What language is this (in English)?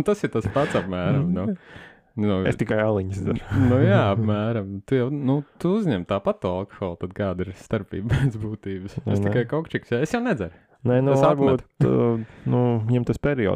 Latvian